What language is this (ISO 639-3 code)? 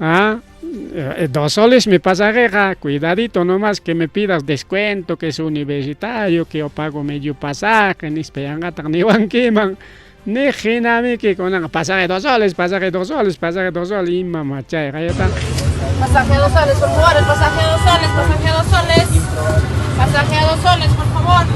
quy